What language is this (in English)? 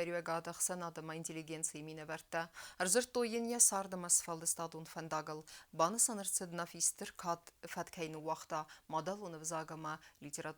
Ossetic